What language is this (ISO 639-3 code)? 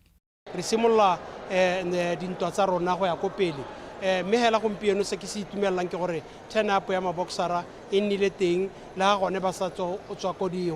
tsn